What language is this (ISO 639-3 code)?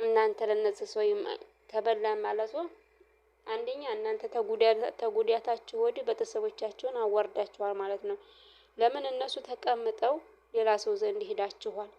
amh